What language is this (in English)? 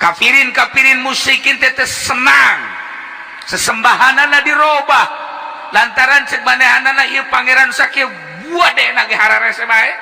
Sundanese